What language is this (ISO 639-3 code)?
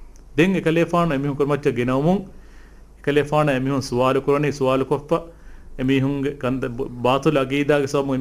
div